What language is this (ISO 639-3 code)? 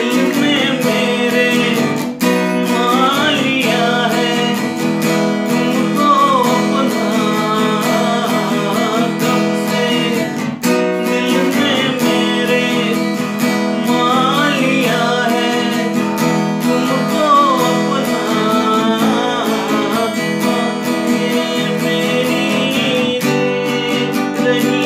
hin